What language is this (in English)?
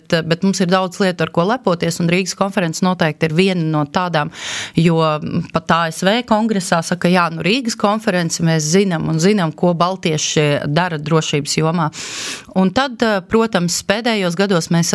Latvian